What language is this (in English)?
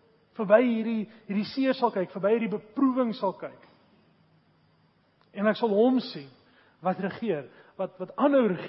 Afrikaans